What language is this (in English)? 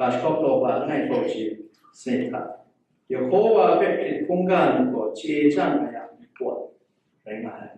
Kachin